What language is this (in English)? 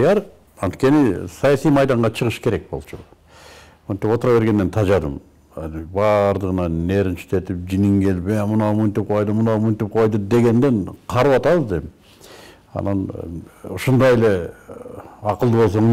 Kyrgyz